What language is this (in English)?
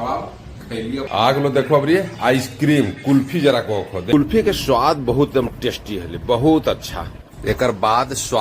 Magahi